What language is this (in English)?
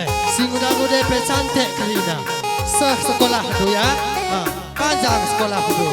Batak Karo